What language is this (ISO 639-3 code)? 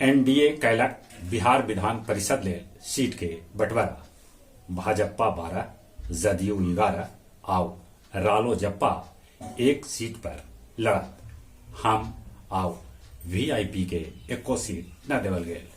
mag